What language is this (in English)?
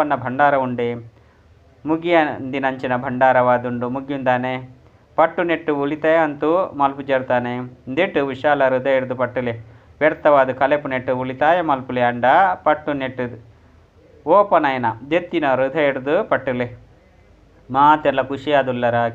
Tulu